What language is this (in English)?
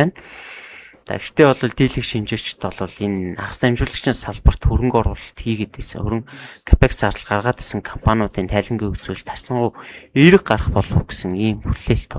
Mongolian